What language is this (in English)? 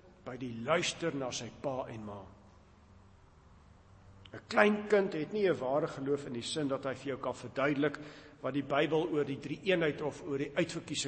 Afrikaans